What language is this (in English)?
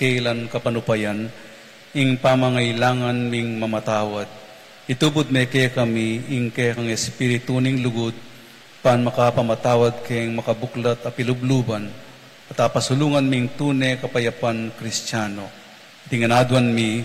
Pampanga